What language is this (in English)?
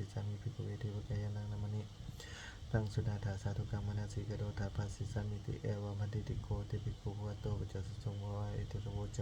Pali